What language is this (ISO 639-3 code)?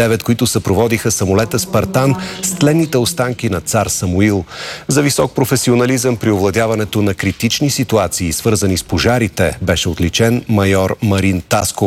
bul